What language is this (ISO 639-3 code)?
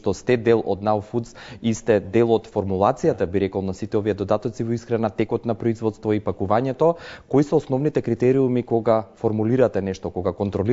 mkd